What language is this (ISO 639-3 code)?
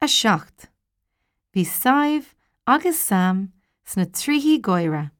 gle